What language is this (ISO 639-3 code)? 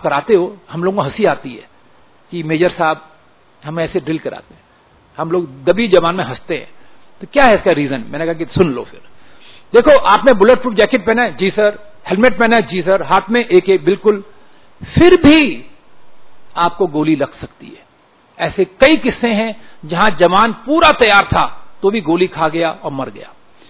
hin